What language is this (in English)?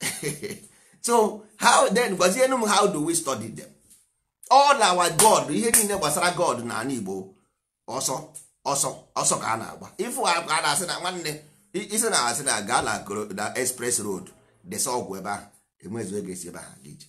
Igbo